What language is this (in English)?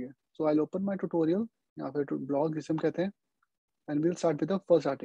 Hindi